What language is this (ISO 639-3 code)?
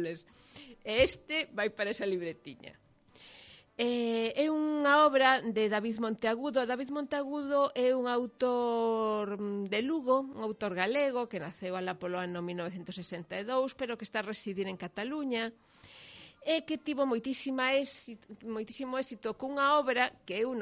glg